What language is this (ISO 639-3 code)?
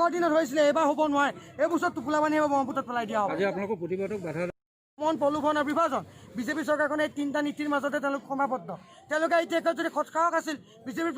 asm